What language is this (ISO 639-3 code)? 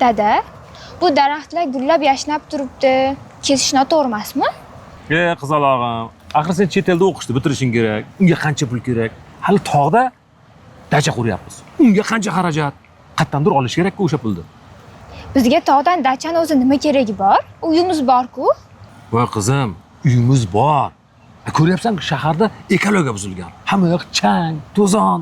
uzb